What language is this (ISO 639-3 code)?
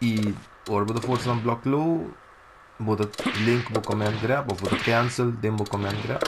pap